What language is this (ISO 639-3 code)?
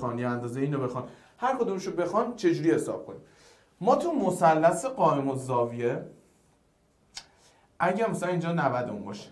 fas